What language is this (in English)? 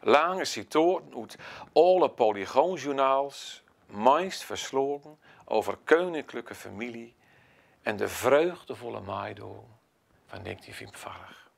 Gronings